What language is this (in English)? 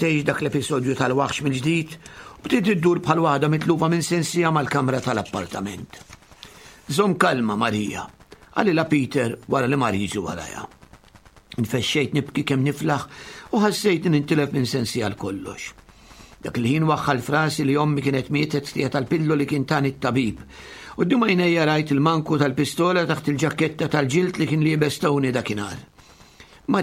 Maltese